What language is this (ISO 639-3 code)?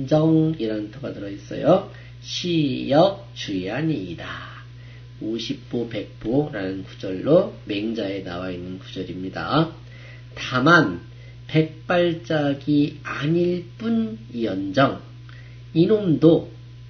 kor